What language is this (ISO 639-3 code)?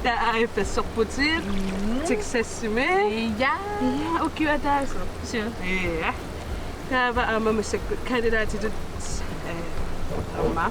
kal